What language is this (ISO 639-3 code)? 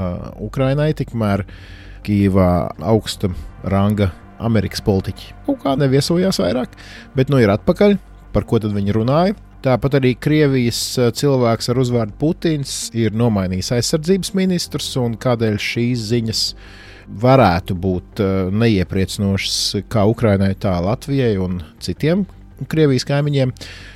lav